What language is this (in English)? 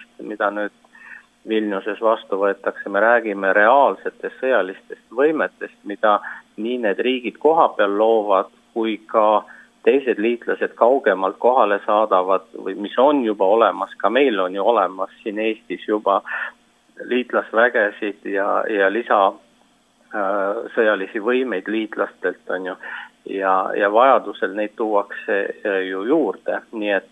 Estonian